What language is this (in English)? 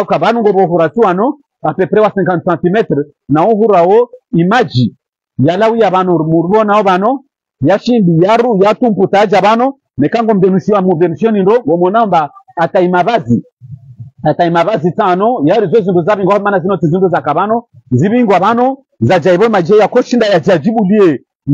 Swahili